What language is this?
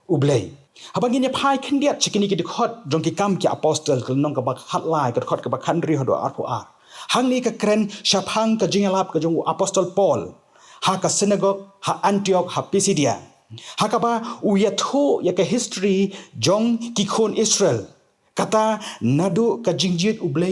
Khasi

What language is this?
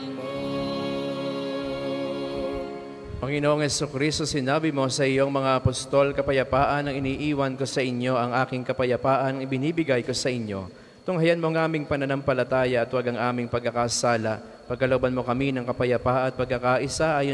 Filipino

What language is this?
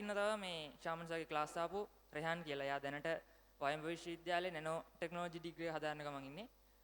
Sinhala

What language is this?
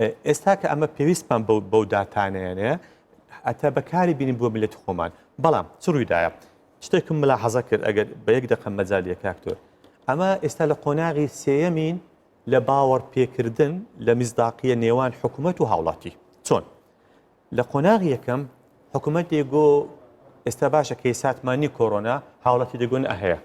Central Kurdish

